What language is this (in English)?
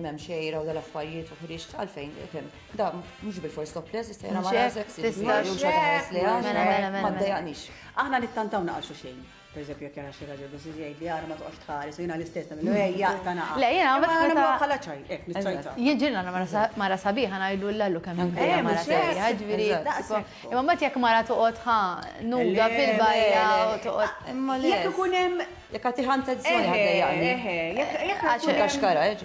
Maltese